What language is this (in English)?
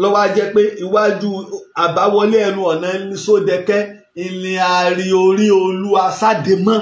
Yoruba